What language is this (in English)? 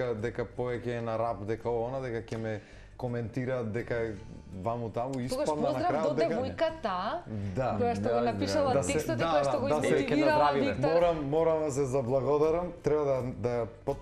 Macedonian